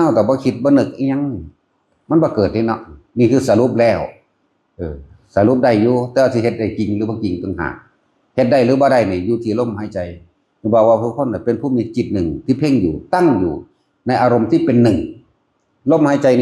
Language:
Northeastern Thai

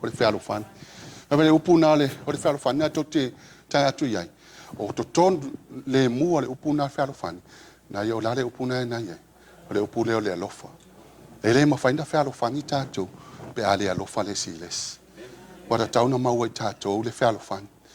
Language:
Samoan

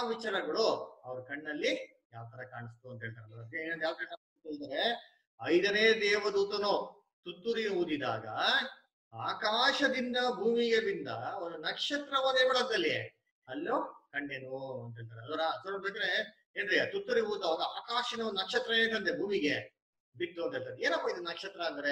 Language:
Kannada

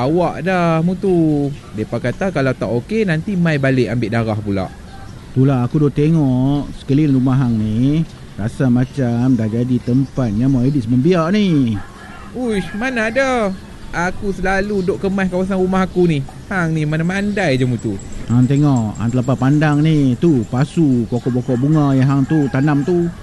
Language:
Malay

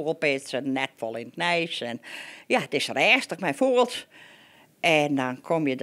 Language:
Western Frisian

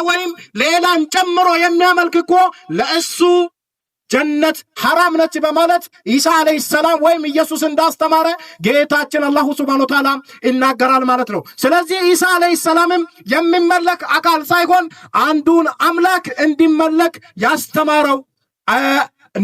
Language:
Amharic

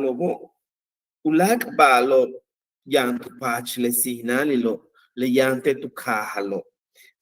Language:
Yucateco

